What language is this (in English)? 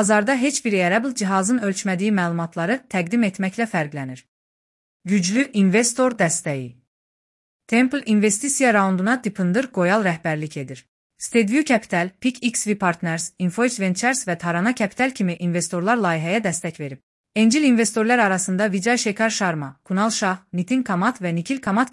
Azerbaijani